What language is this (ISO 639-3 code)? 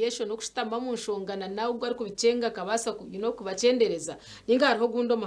nyn